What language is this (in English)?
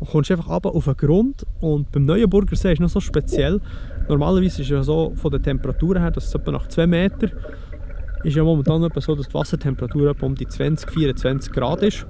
Swiss German